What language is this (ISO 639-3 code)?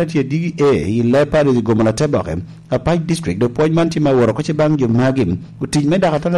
laj